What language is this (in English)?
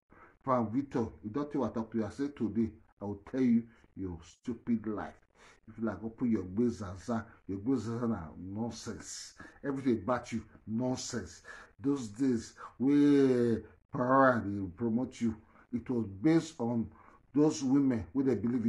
Nigerian Pidgin